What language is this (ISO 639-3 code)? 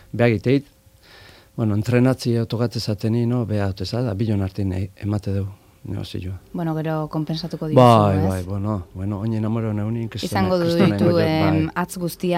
eus